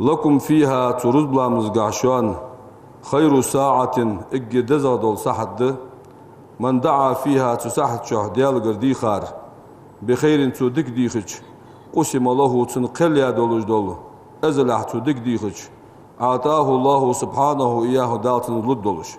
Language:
Ingush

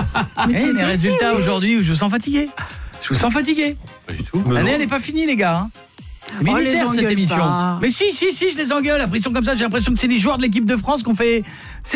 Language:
French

